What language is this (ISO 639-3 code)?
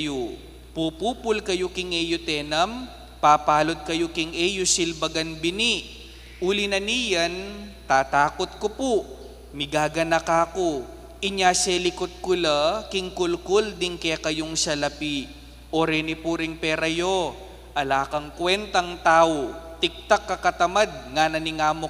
pam